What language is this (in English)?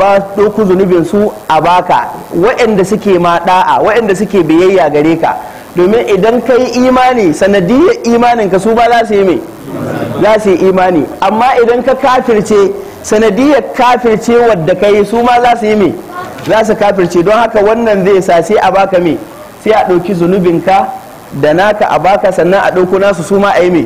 Hausa